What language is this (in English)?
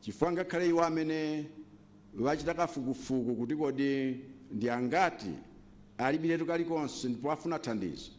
Nyanja